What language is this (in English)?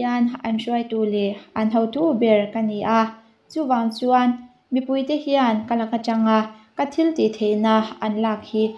Mizo